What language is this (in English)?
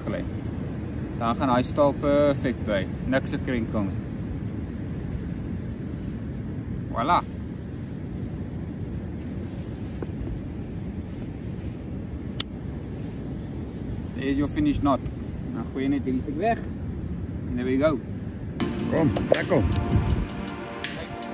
Afrikaans